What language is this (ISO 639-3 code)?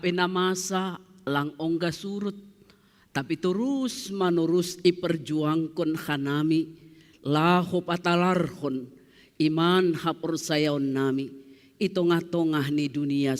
bts